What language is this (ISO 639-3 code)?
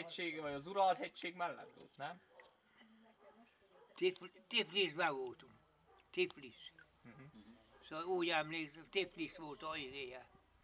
hun